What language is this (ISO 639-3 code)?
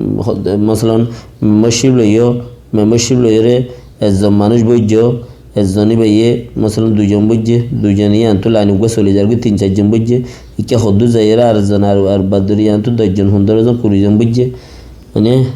rhg